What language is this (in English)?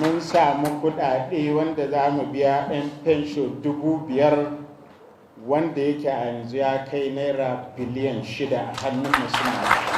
Hausa